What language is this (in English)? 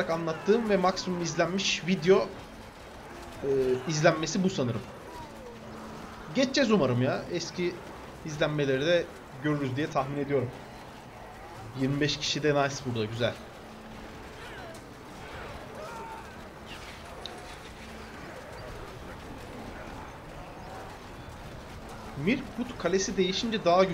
Turkish